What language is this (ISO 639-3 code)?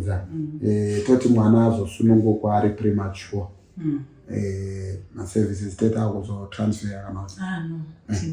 sna